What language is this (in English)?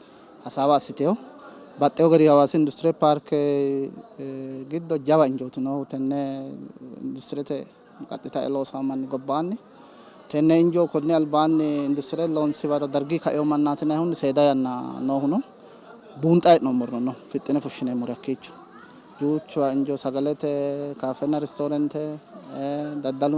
Sidamo